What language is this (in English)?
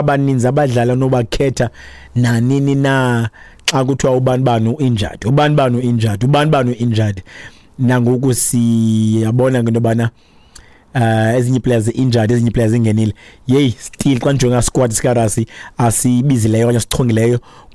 Xhosa